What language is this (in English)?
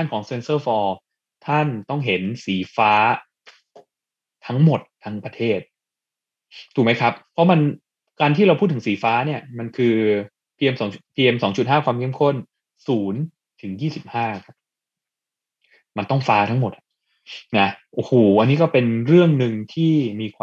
Thai